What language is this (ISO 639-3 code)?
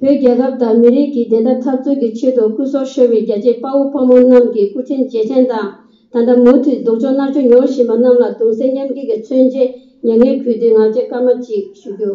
bod